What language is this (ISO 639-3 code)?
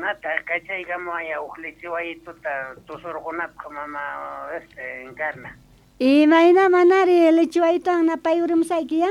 quh